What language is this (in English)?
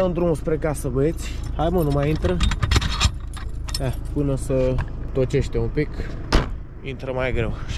Romanian